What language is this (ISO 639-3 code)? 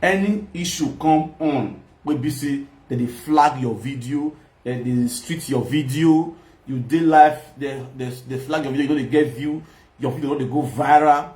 pcm